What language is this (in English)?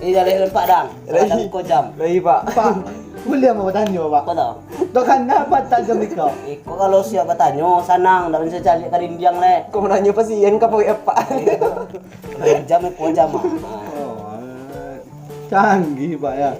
Minangkabau